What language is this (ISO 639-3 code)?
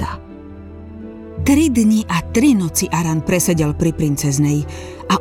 slk